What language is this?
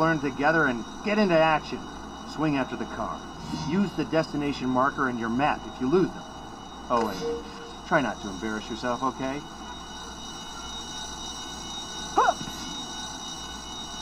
English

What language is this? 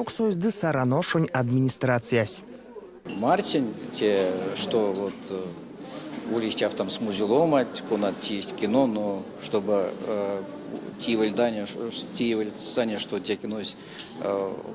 Erzya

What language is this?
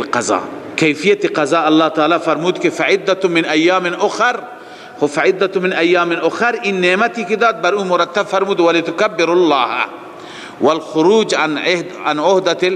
Persian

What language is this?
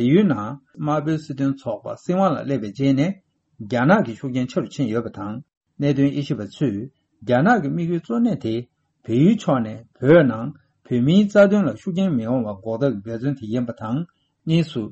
Tibetan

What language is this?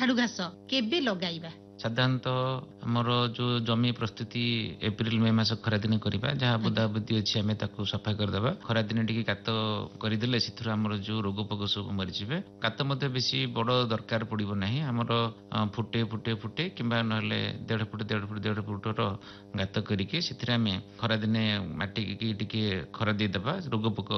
Odia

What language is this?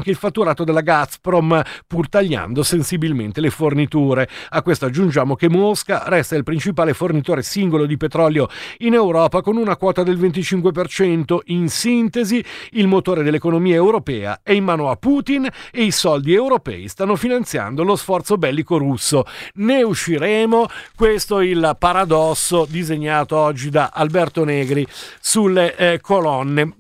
Italian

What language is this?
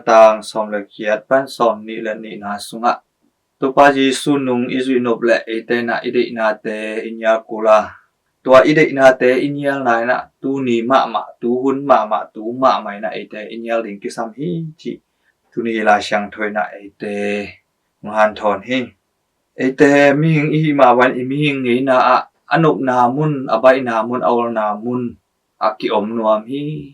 Tedim Chin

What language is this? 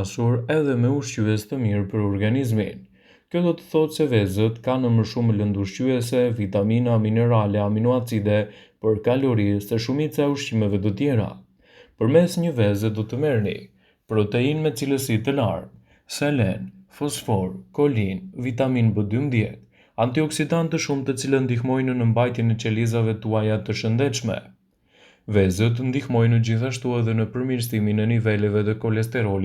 Albanian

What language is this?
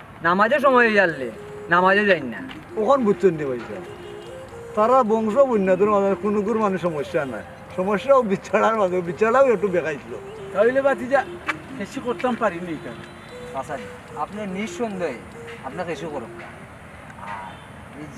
Sylheti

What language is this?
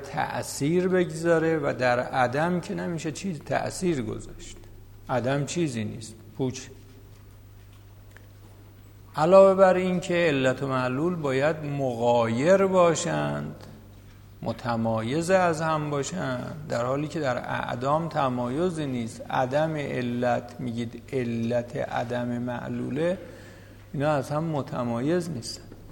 Persian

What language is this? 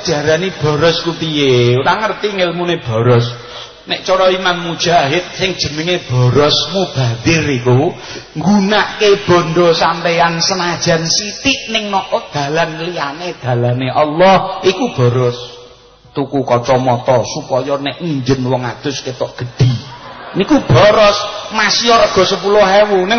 Javanese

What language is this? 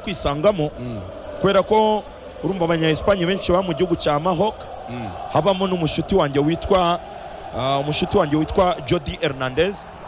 Kinyarwanda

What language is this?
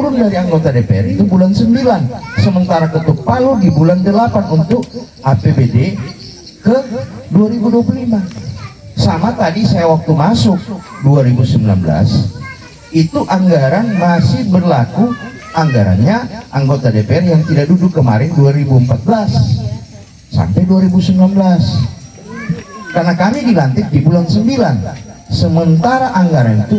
Indonesian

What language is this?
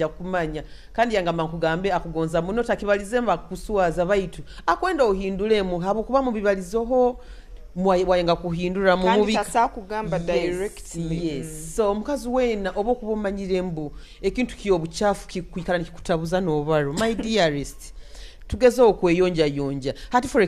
Nyoro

